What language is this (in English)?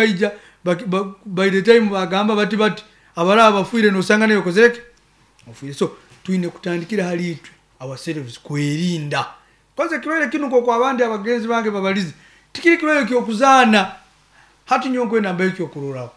Nyoro